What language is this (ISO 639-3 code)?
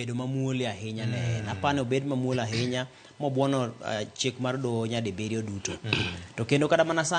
luo